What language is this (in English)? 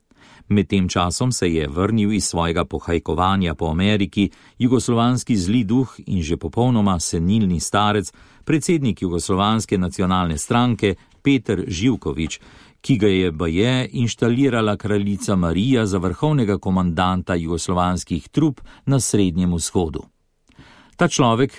Slovenian